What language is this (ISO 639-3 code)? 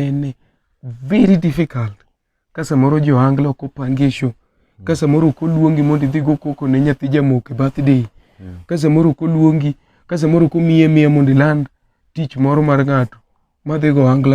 luo